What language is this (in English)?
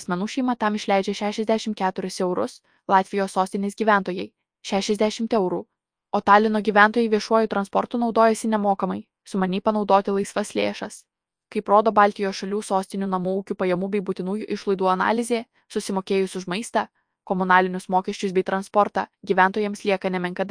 Lithuanian